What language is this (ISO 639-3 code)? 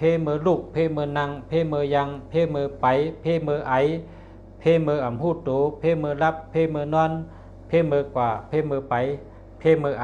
shn